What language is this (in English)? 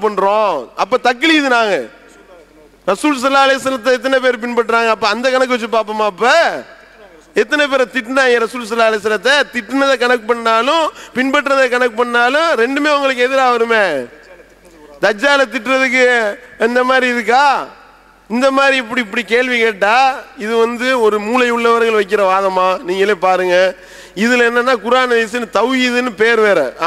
Tamil